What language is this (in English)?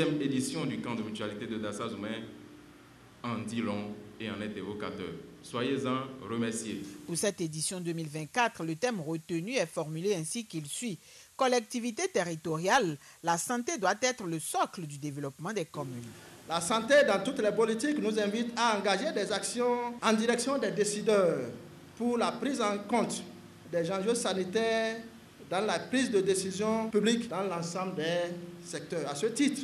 French